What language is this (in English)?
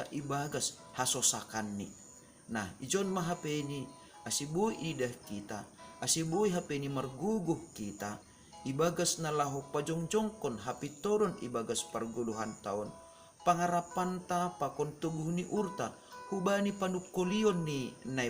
Batak Simalungun